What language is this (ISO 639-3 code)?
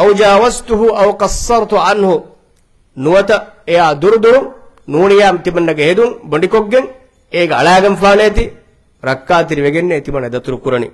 div